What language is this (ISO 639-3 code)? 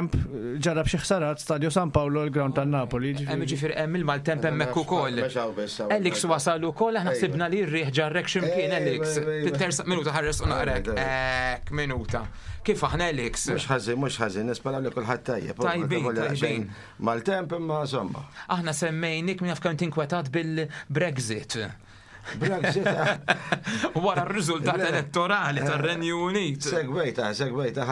mlt